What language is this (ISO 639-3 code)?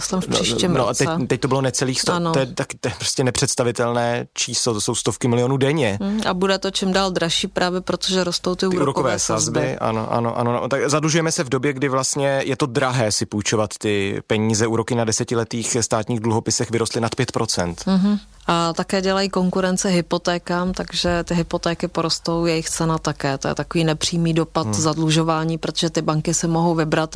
ces